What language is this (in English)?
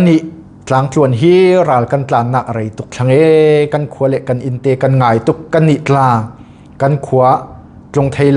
Falam Chin